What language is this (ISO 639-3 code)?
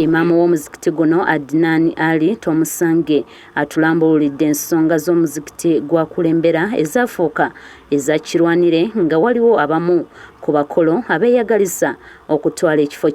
lug